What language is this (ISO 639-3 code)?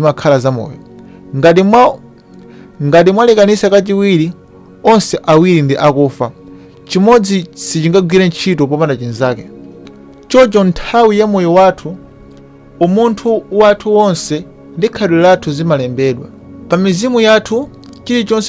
nya